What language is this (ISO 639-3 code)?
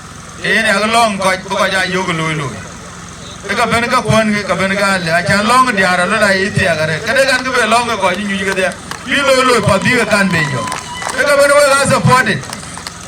din